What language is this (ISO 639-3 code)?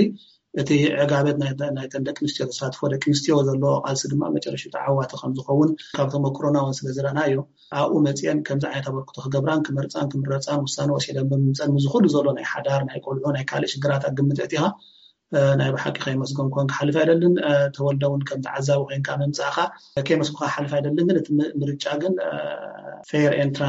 tir